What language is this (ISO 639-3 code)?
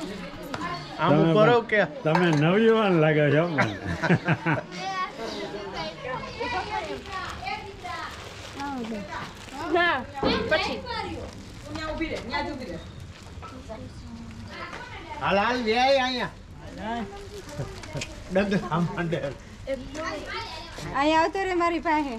guj